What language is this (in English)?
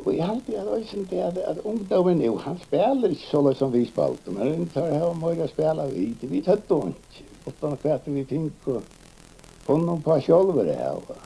Faroese